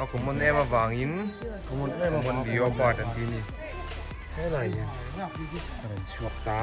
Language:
Mizo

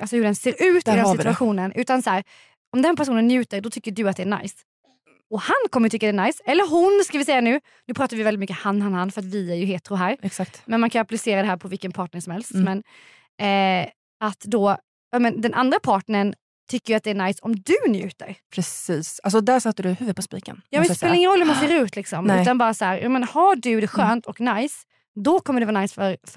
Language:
Swedish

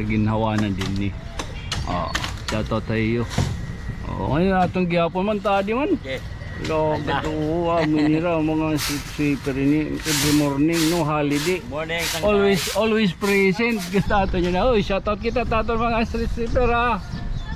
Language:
Waray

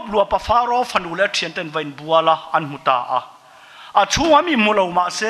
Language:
Mizo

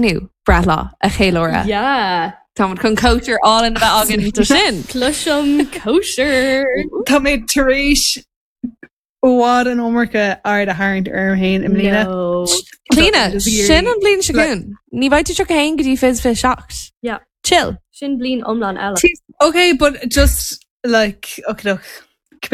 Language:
Irish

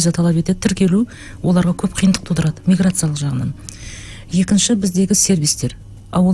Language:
Kazakh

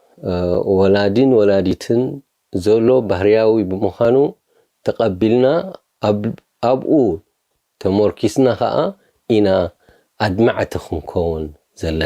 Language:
Tigrinya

